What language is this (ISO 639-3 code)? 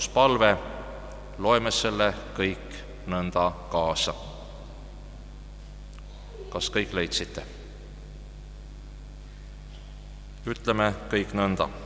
est